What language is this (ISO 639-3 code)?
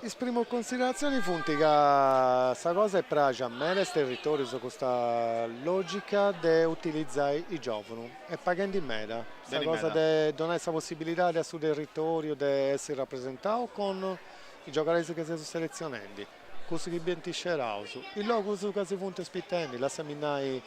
srd